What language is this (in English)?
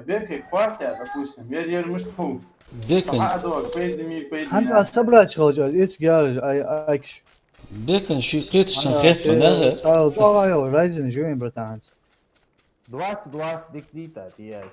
Ingush